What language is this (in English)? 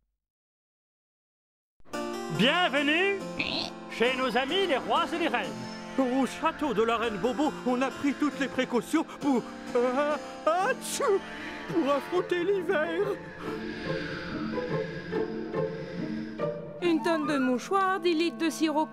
French